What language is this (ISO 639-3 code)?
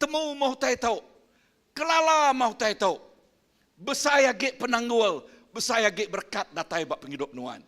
iba